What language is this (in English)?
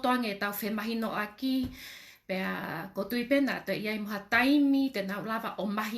Tongan